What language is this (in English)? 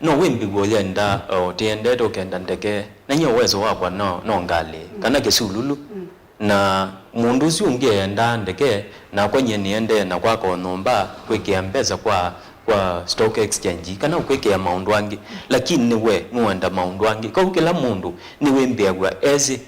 Kamba